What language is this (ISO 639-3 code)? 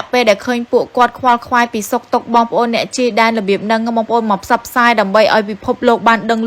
khm